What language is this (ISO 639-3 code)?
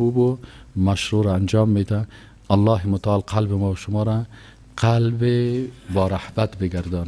fas